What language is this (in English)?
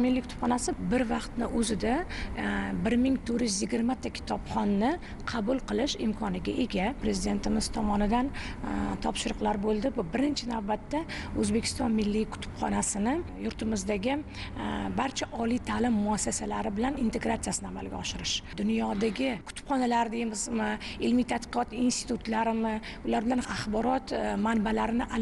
Uzbek